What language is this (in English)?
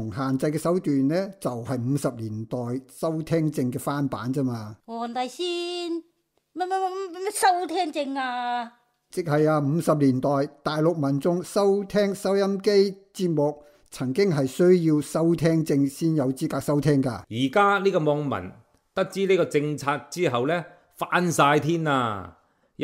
Cantonese